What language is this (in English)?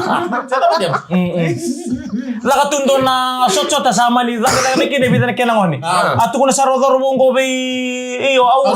Fijian